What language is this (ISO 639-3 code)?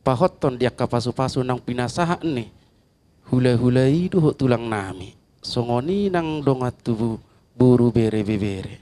bbc